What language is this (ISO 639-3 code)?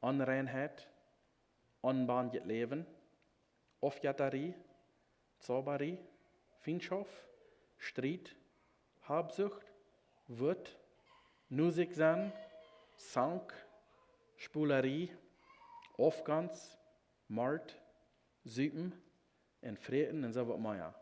pdt